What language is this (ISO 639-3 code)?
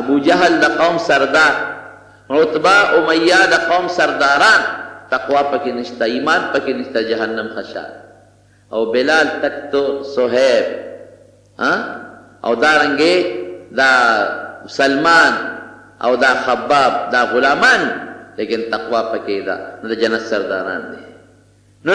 pus